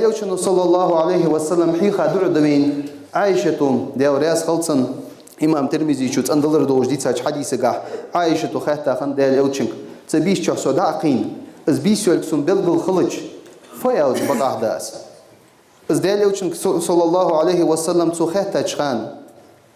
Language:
Ingush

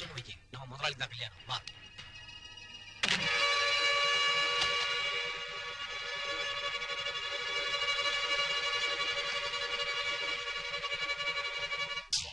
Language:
Tamil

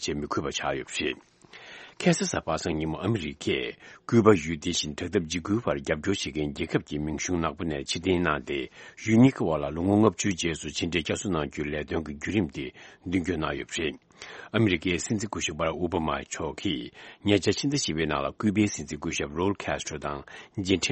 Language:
Tibetan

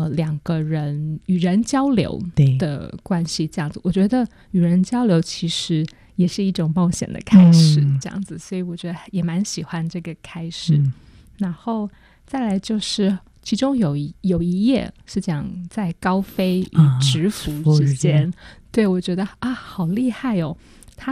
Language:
Chinese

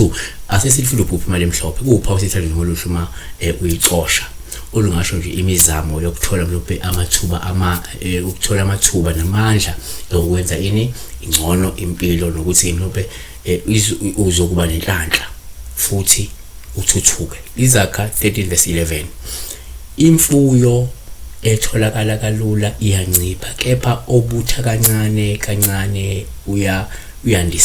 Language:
Zulu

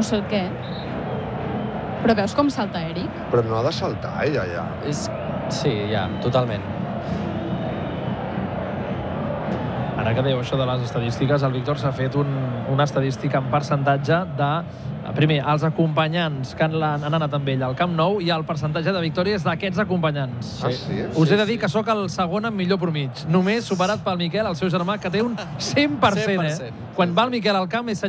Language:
Catalan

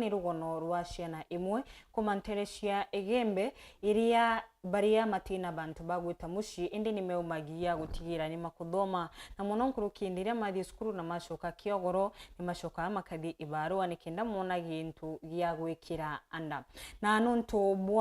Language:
Meru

